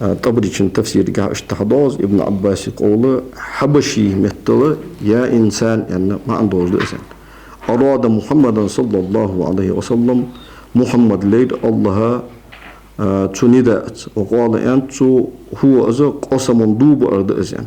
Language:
Ingush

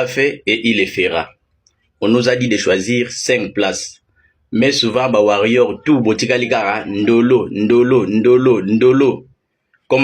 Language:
Lingala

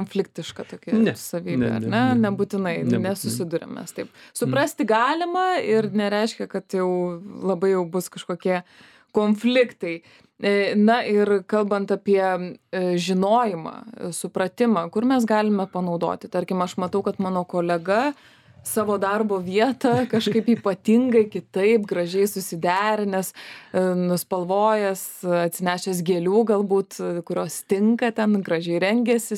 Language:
Lithuanian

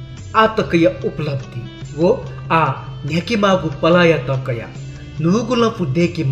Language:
Newari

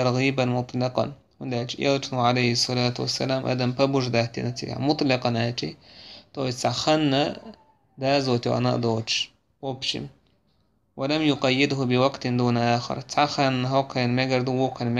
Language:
Chechen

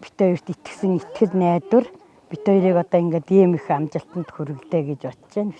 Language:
Mongolian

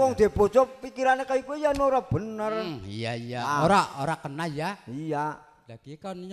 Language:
Javanese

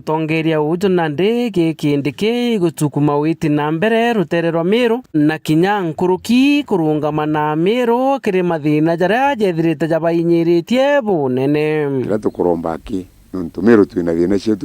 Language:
Meru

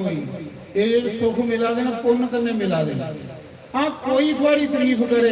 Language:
Dogri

